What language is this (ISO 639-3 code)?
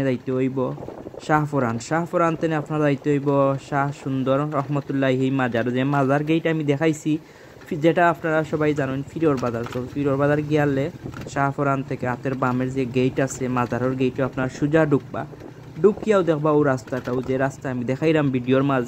syl